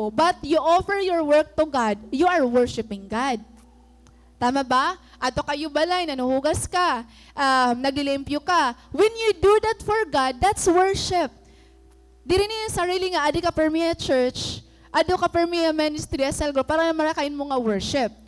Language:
Waray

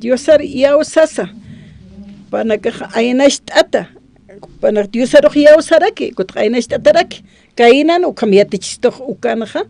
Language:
Aymara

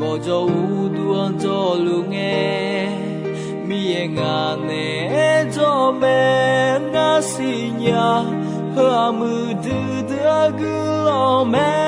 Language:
Akha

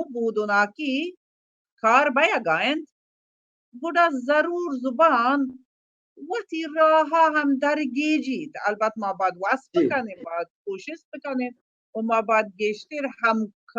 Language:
Baluchi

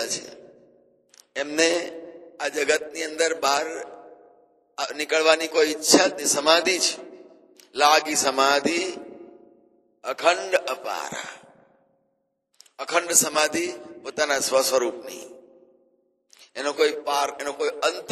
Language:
Gujarati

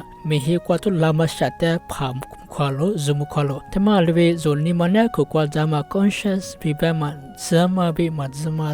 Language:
Lisu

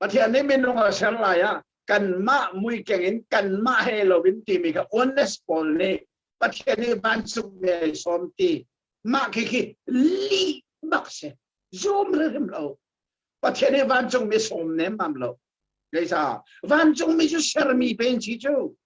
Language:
Hakha Chin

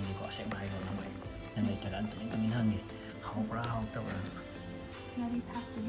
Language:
Manipuri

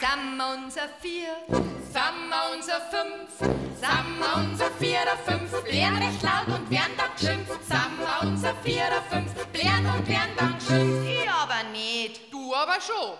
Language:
Bavarian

